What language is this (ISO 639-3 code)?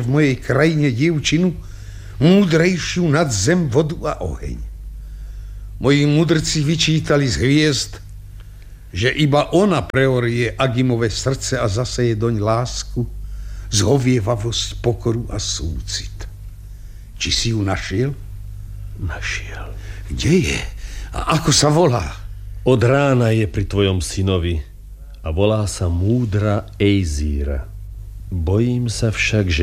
slk